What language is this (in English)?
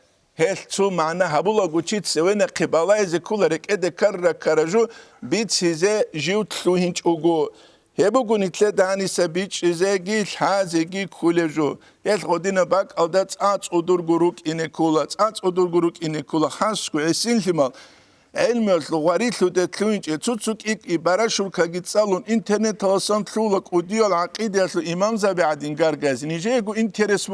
Avaric